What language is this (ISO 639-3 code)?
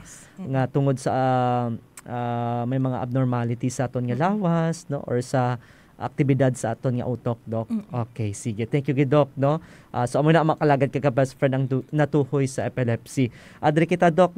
hil